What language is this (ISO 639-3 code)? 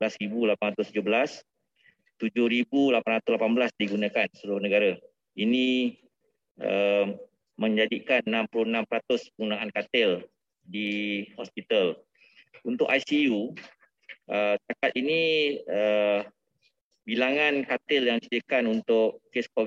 msa